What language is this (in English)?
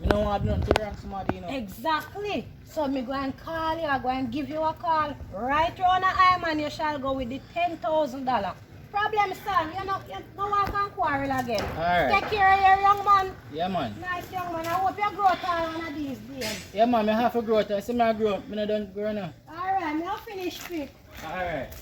Jamaican Creole English